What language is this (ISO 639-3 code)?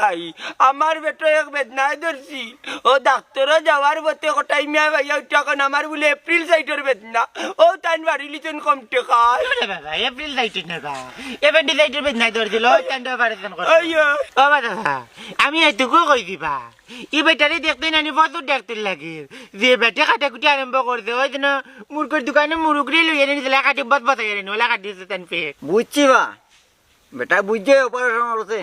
syl